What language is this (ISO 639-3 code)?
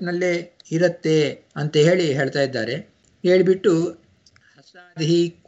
kan